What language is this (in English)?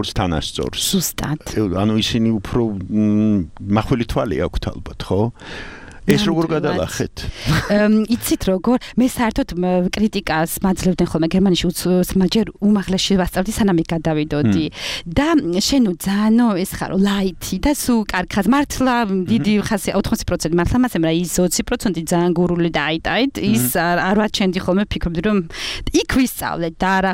Georgian